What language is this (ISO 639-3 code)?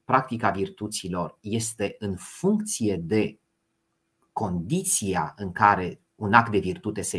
ron